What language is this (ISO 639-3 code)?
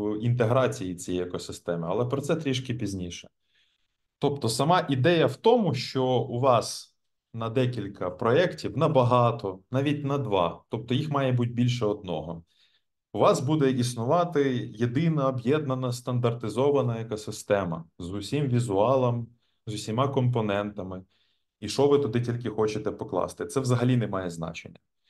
ukr